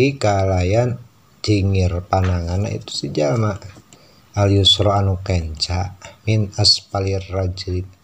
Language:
Sundanese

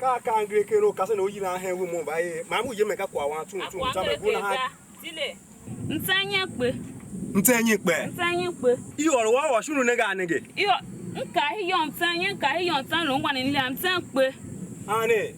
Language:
Tiv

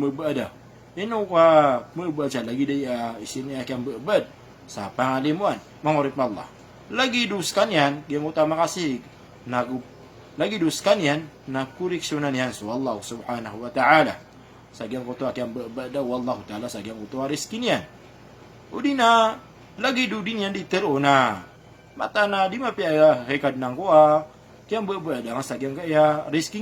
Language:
Maranao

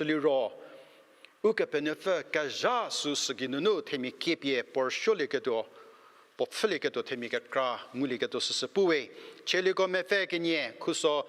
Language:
Angami Naga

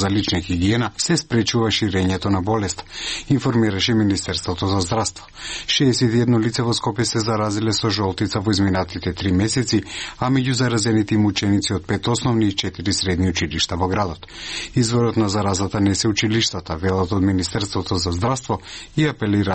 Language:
Macedonian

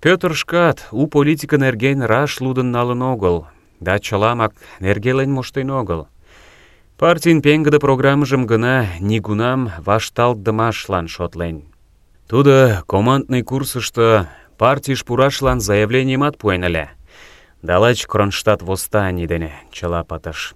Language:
Mari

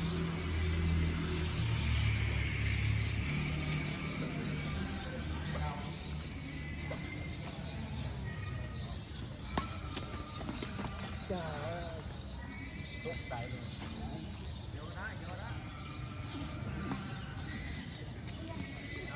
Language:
Vietnamese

